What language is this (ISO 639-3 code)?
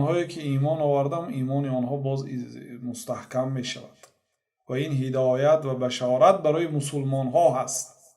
tgk